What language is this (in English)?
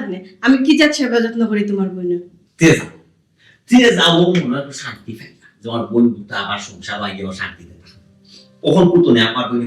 Sylheti